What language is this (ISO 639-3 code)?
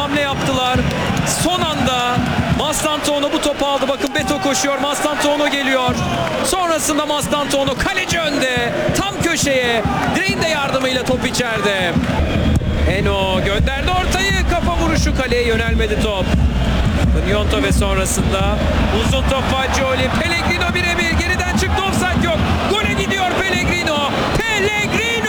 tur